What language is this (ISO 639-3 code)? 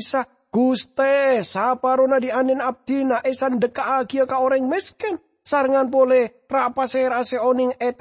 mad